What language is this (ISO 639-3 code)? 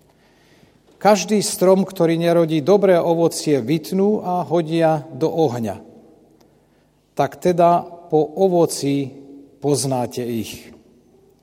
slk